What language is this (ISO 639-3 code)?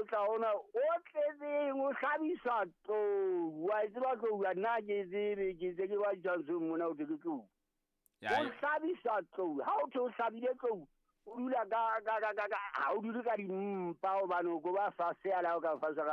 sot